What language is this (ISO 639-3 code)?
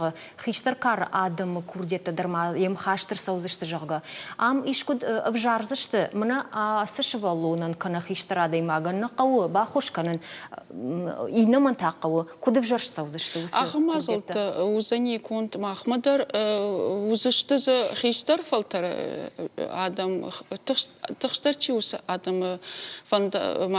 oss